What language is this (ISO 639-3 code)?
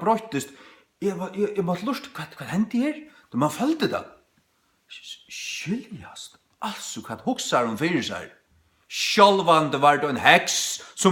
fao